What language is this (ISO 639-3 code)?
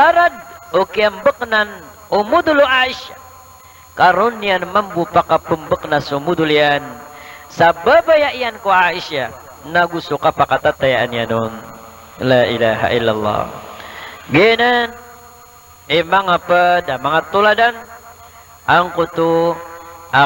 mrw